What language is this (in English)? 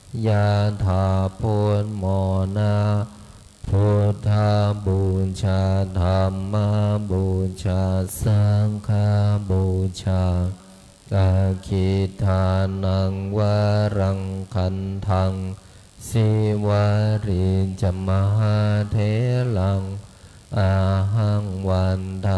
Pali